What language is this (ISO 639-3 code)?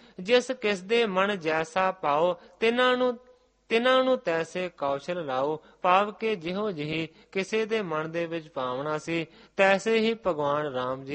pan